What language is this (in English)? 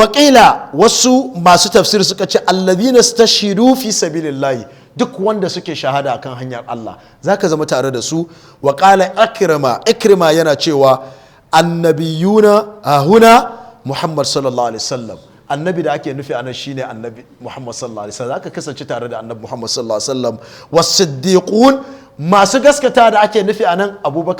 Hausa